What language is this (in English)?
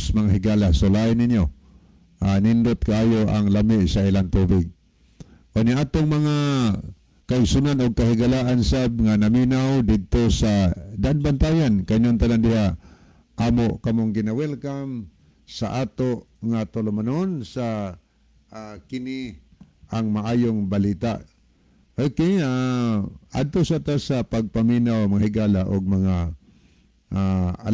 Cebuano